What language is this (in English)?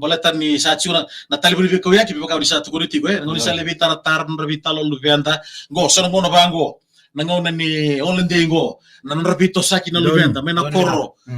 Fijian